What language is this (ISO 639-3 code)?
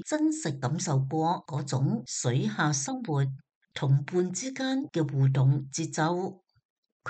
yue